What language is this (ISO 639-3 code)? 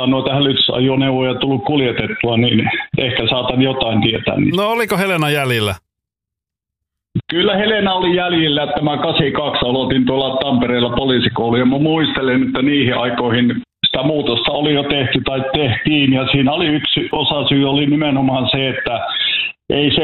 fin